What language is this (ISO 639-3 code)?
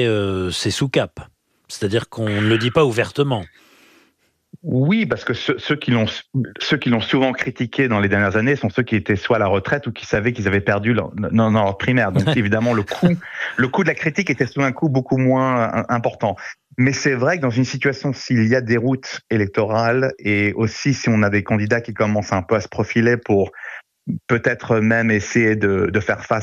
fra